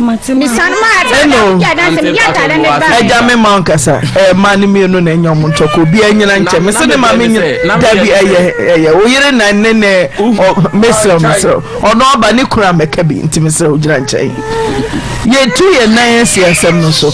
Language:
Akan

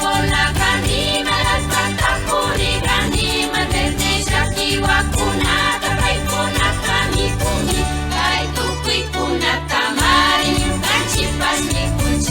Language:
Imbabura Highland Quichua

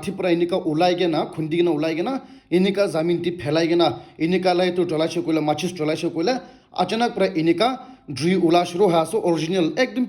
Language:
Naga Pidgin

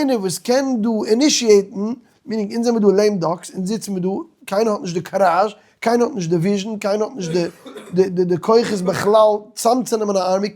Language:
Yiddish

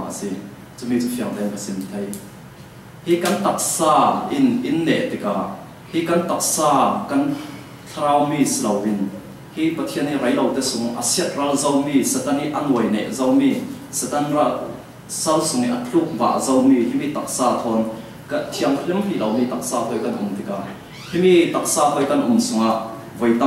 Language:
Falam Chin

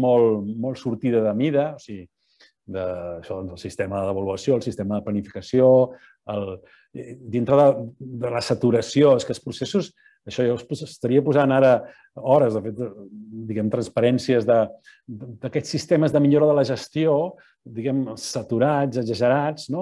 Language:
Catalan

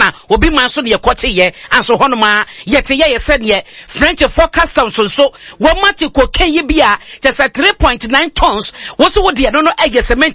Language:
Akan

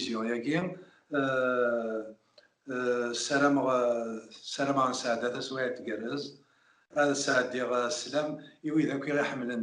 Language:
Kabyle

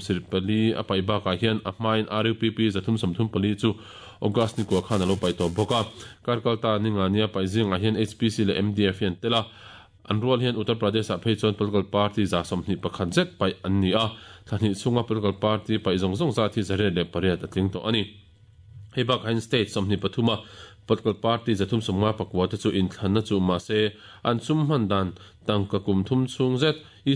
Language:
Mizo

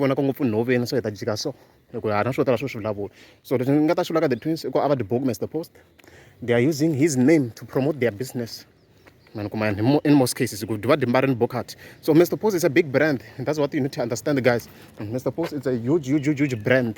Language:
Tsonga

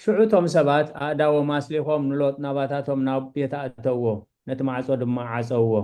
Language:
Tigrinya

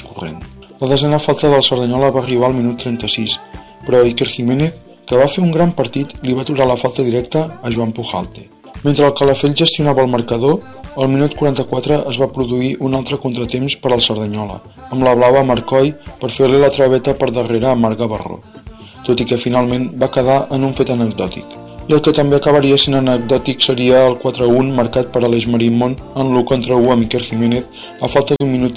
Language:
Catalan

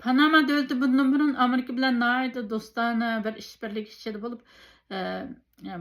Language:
Uyghur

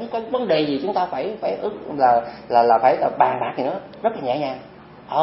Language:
Vietnamese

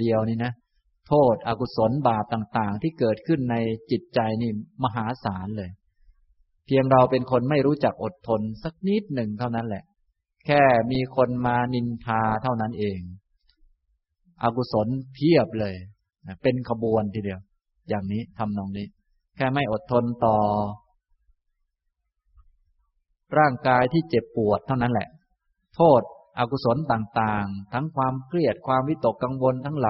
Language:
Thai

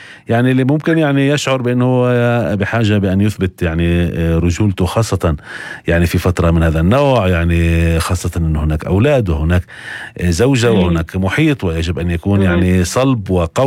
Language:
North Levantine Arabic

